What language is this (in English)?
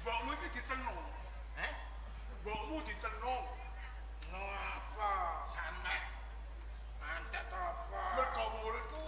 Javanese